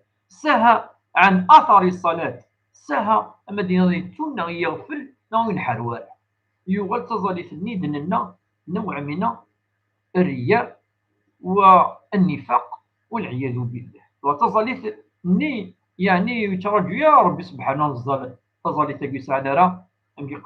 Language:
Kabyle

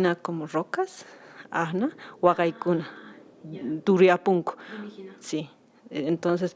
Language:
Quechua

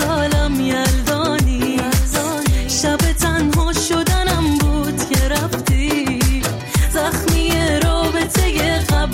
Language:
Persian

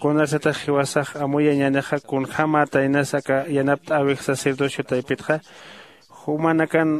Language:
Aymara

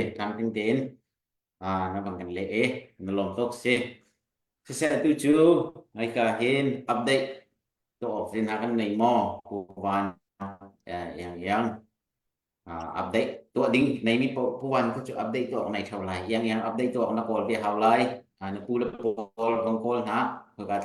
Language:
Hakha Chin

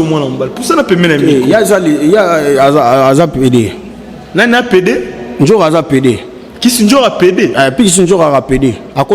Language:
Lingala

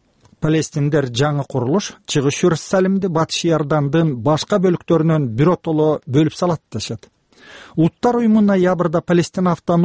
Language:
Kyrgyz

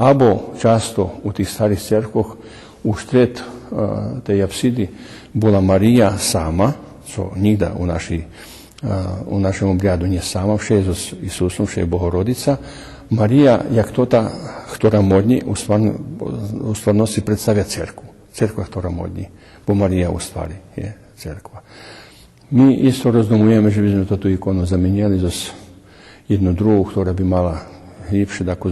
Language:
Rusyn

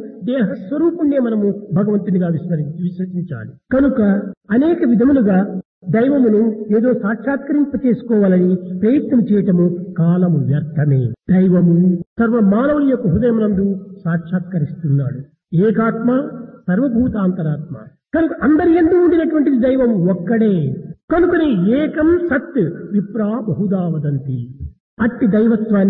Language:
Telugu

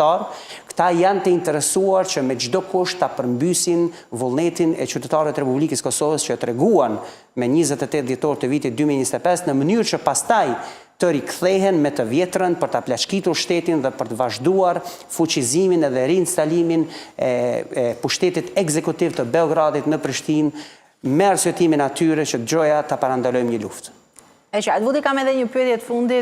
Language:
Albanian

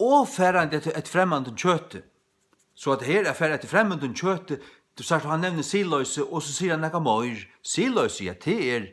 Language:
Faroese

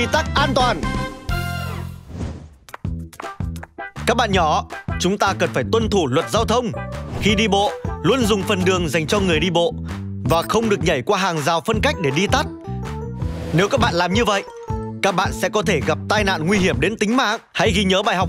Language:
Vietnamese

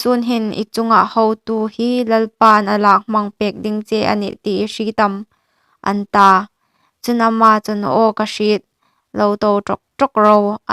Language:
Hmar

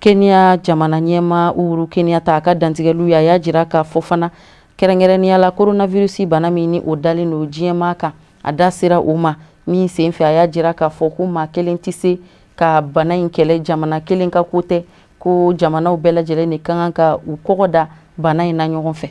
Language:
Bambara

